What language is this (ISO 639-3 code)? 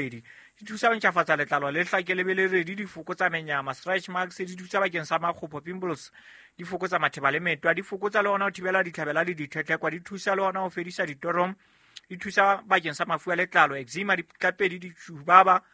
sot